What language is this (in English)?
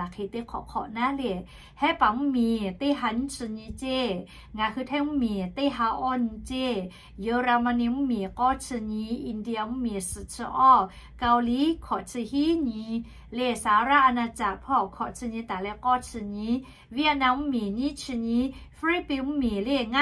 Lahu